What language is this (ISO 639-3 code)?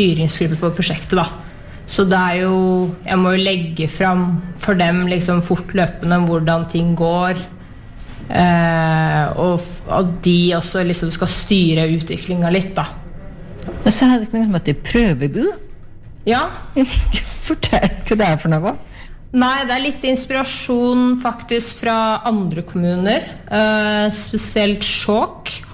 nor